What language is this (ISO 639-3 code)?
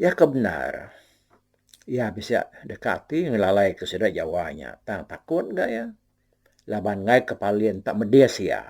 iba